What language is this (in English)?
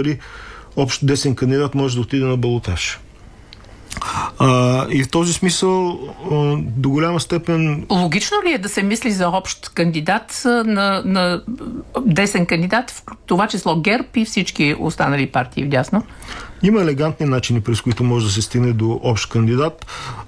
Bulgarian